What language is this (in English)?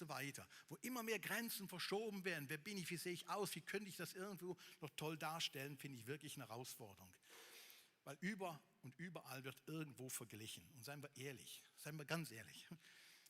Swiss German